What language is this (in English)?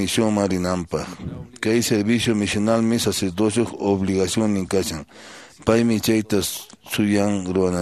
Quechua